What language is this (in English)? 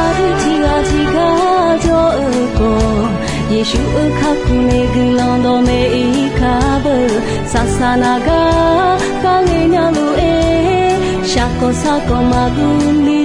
Akha